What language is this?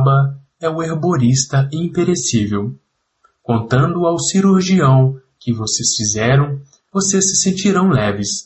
Portuguese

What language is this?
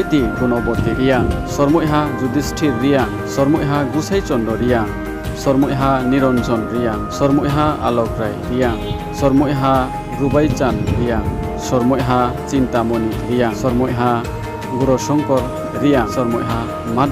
Riang (India)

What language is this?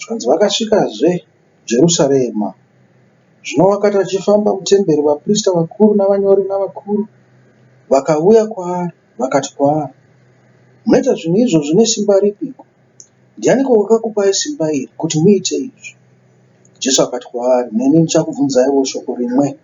Shona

